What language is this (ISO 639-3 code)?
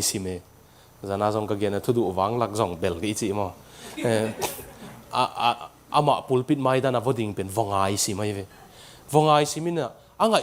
ctd